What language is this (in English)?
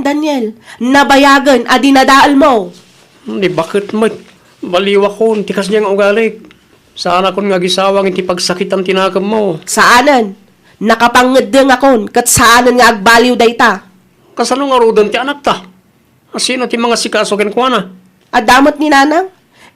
Iloko